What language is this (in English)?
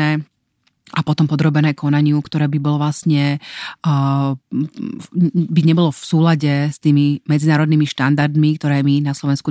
Slovak